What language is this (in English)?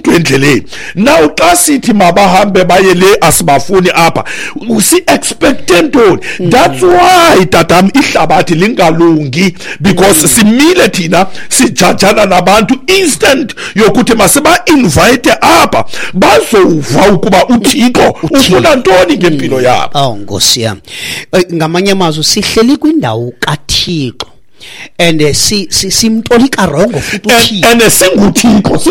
Xhosa